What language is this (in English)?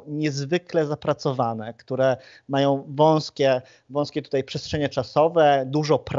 Polish